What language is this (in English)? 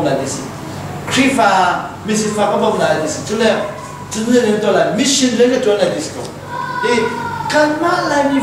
Hakha Chin